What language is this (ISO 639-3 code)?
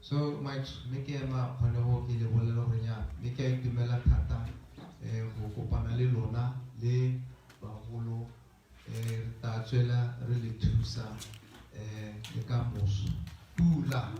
tsn